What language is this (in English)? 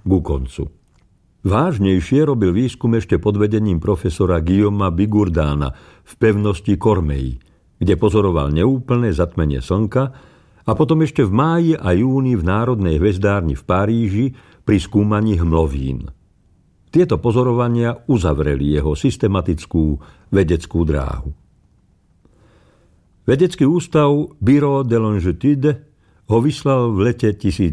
Slovak